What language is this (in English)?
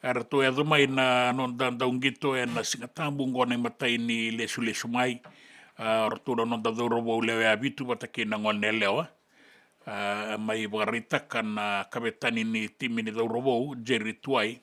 Fijian